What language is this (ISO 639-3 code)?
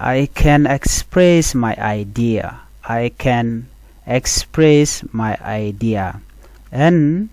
nus